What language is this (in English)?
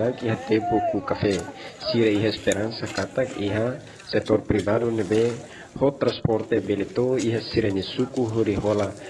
Tetum